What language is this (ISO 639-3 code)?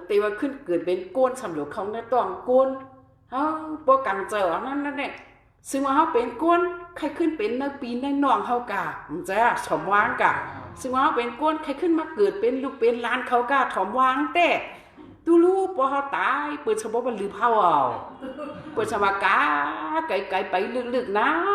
shn